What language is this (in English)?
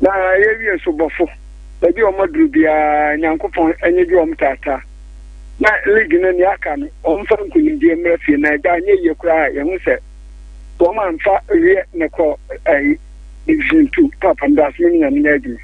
Akan